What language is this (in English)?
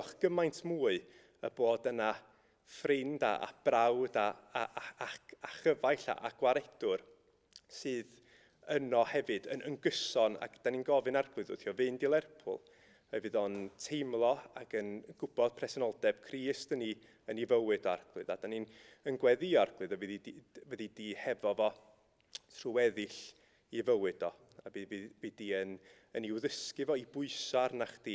Welsh